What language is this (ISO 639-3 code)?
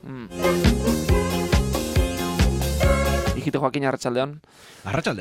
eus